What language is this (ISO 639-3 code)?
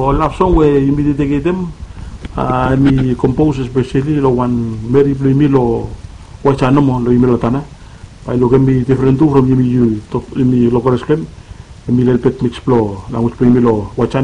bis